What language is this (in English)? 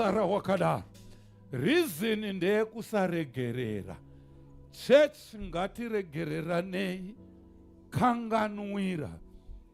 Shona